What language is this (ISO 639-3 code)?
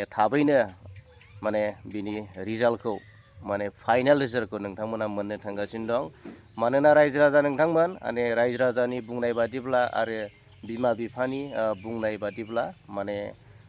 brx